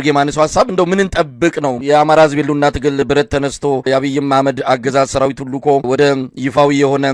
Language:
Amharic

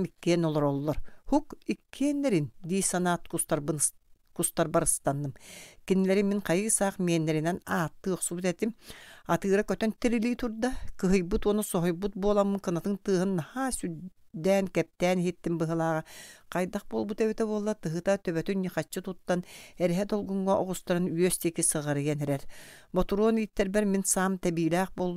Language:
Yakut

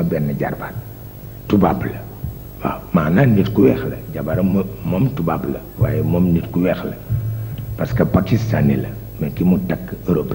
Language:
Wolof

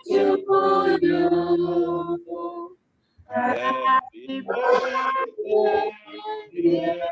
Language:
Tongan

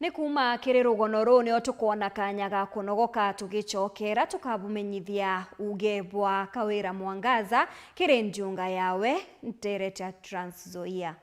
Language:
Meru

